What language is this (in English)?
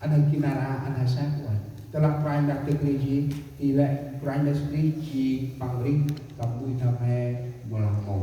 Central Mnong